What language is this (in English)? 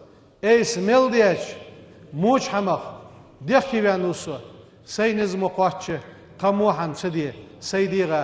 Ingush